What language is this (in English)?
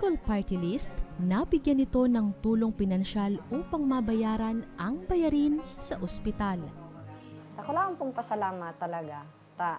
Bikol